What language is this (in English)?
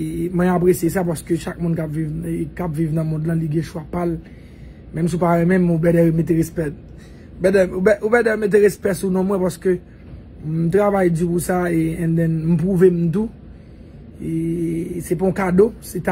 Haitian Creole